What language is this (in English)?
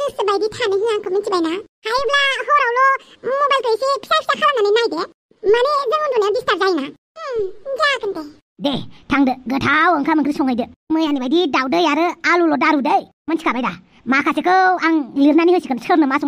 Bodo